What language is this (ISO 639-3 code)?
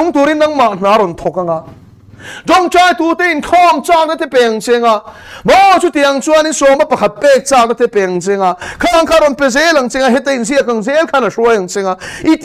lus